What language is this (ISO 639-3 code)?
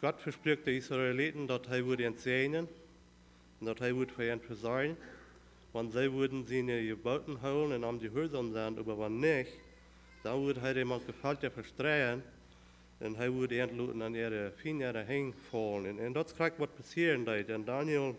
pdt